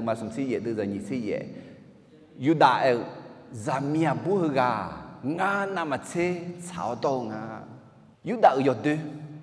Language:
Akha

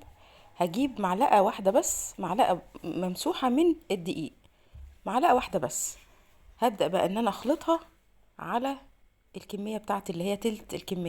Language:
Egyptian Arabic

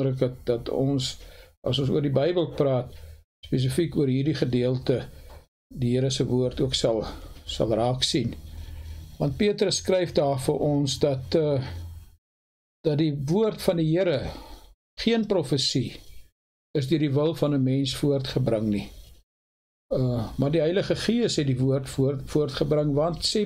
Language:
Afrikaans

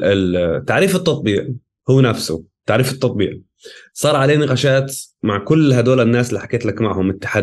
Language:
North Levantine Arabic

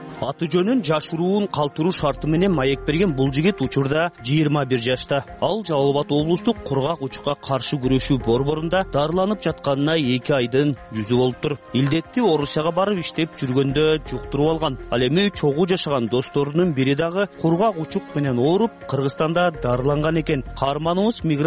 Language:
Kyrgyz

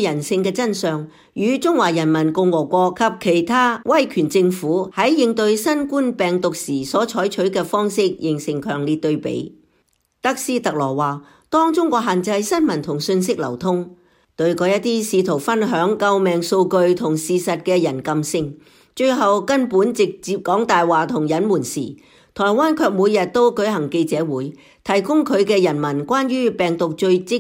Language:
Cantonese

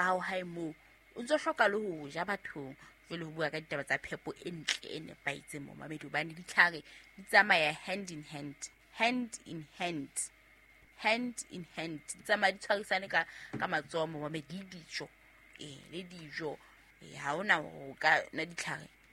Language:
Southern Sotho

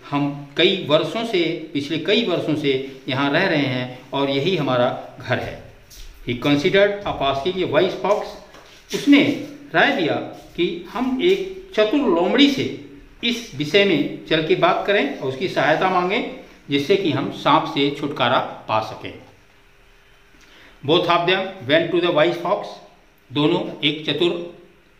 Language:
Hindi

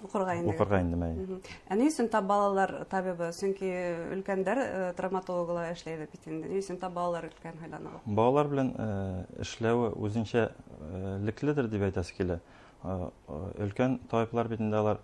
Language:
Bashkir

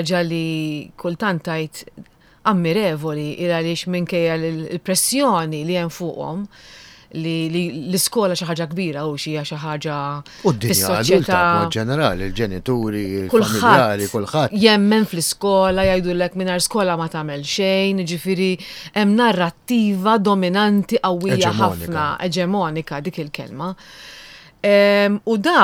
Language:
Maltese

